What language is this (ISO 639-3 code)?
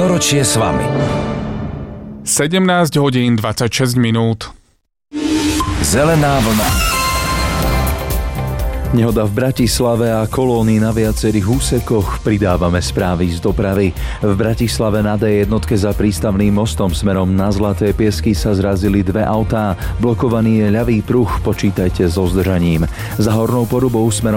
slk